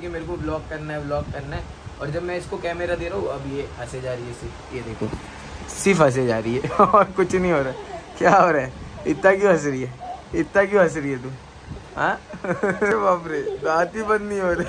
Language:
Hindi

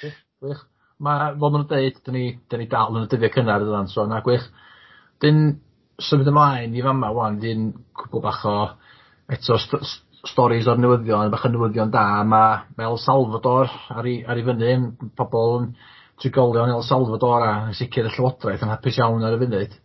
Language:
Welsh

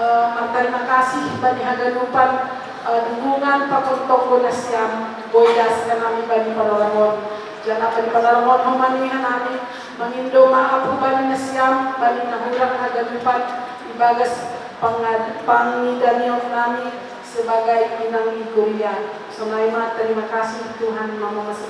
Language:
Batak Simalungun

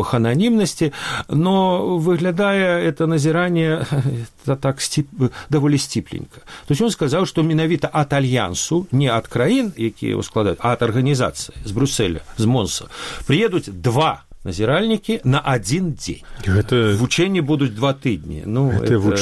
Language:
Belarusian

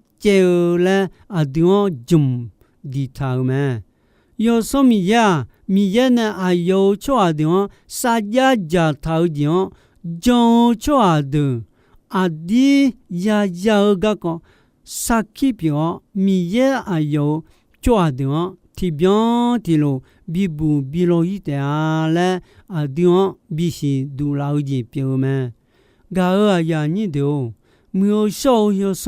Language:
Akha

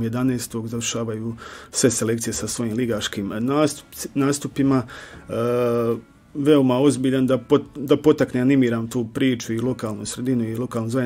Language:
Croatian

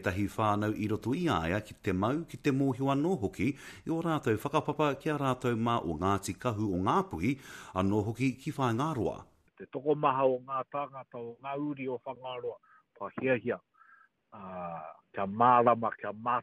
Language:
Māori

